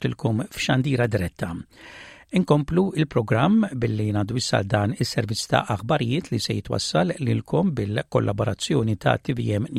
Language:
Maltese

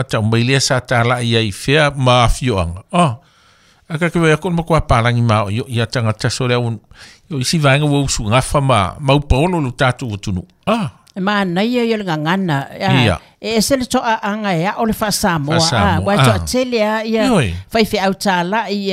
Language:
Samoan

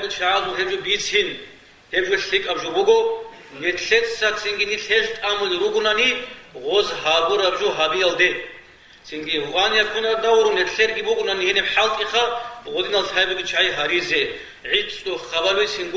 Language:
Avaric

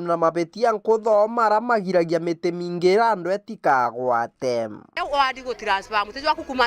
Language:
Meru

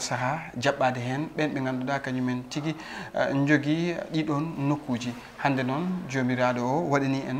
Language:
Fula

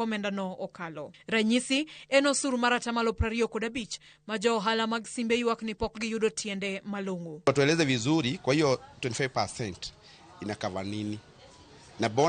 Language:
Luo (Kenya and Tanzania)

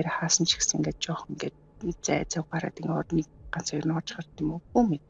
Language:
Mongolian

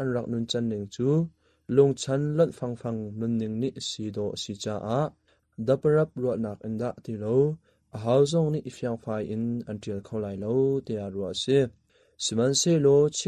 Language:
Hakha Chin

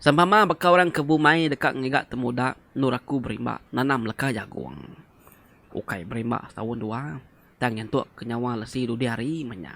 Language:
Iban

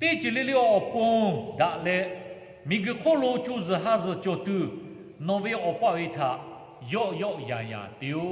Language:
Lahu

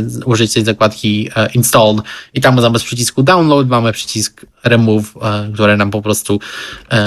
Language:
Polish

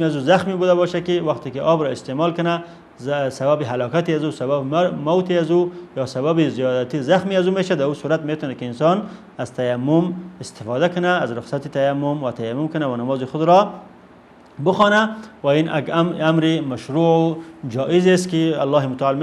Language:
Persian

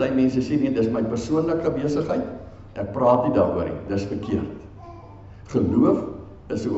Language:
Afrikaans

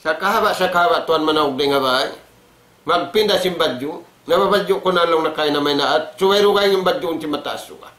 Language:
Tausug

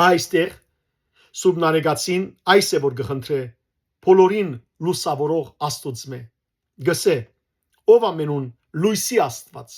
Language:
Western Armenian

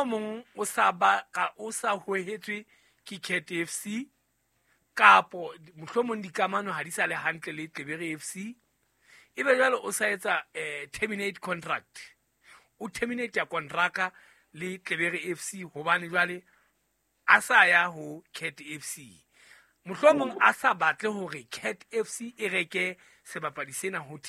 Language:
Southern Sotho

